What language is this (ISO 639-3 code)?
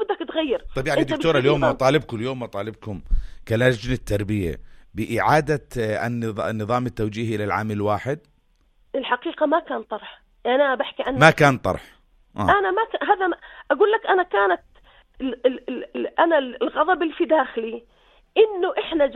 apc